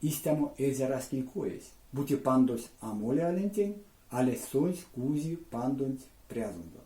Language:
Erzya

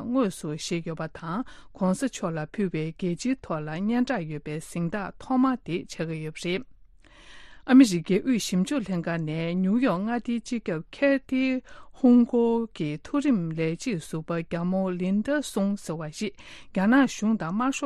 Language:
Tibetan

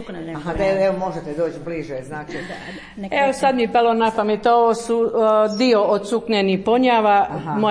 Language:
Croatian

